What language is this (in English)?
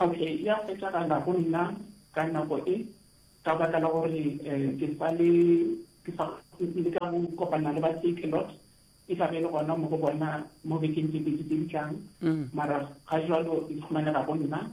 Northern Sotho